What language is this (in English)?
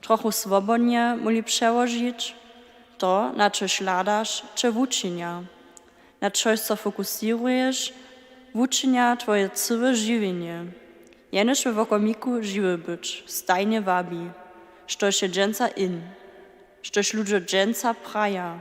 Upper Sorbian